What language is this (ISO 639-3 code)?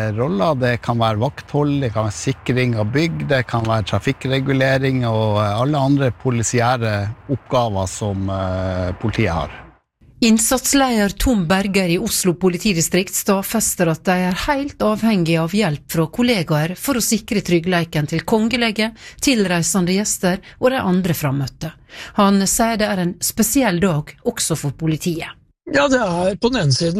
nor